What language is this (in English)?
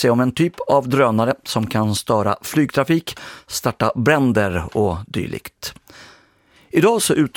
Swedish